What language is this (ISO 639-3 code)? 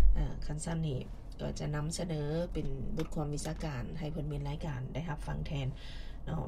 lao